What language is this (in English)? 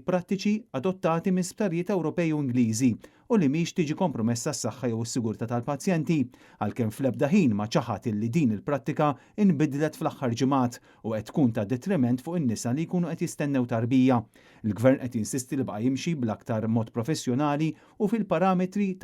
Maltese